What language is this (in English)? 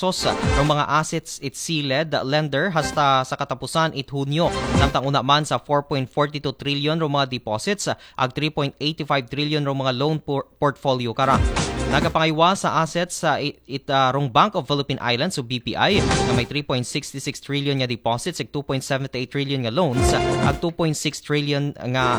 Aklanon